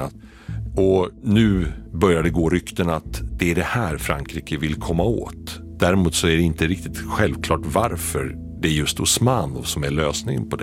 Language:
Swedish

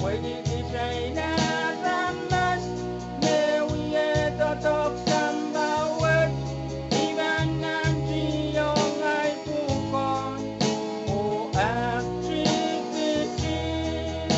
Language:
Pohnpeian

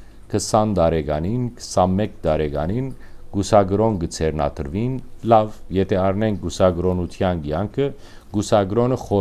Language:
Western Armenian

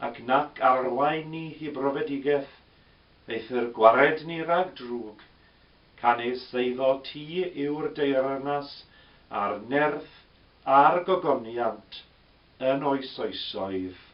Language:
Welsh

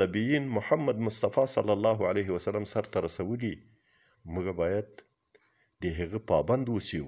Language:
Pashto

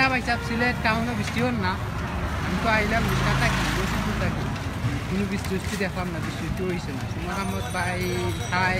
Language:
Sylheti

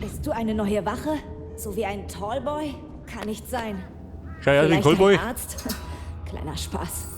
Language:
Bavarian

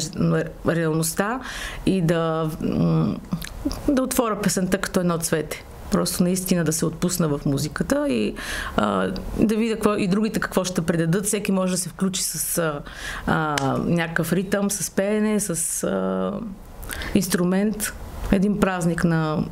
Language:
Bulgarian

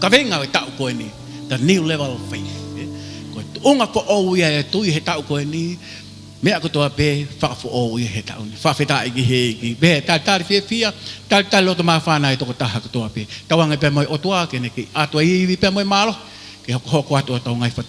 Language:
Tongan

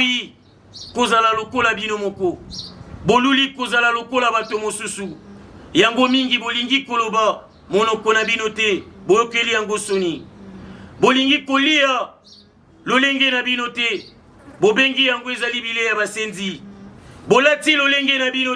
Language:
Lingala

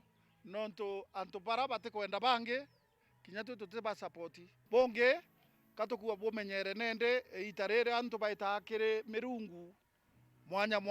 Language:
Meru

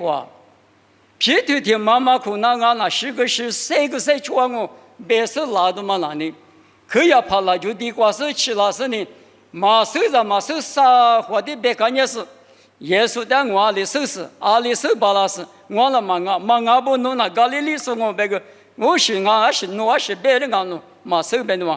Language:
Lisu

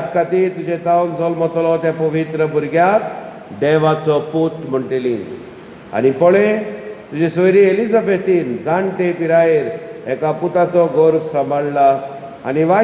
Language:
Konkani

